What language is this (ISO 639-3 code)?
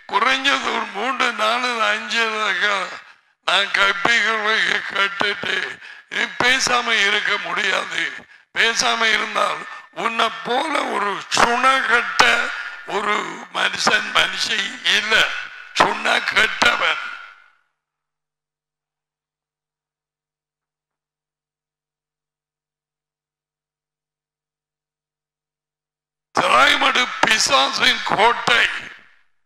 tam